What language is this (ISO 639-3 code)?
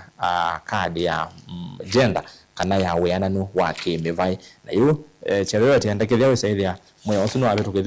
kam